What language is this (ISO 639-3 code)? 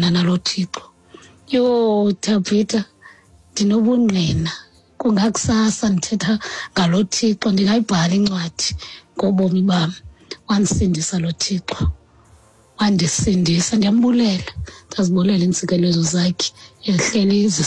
xho